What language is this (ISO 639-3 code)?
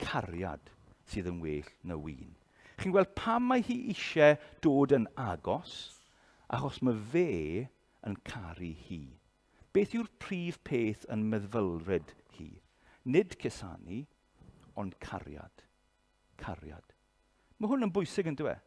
cym